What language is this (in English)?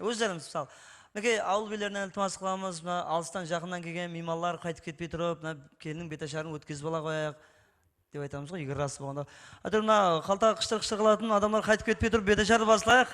Kara-Kalpak